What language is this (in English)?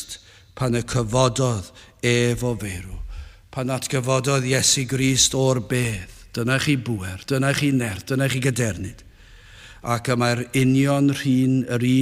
Welsh